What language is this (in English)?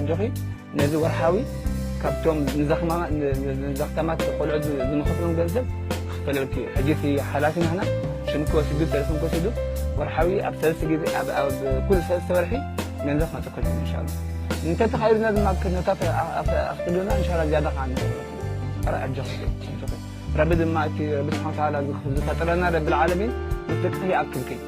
Tigrinya